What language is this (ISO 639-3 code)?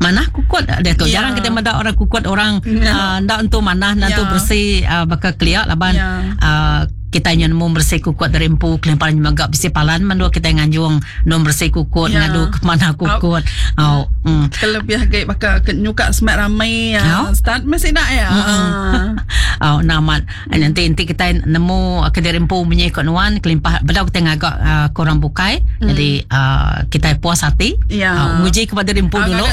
iba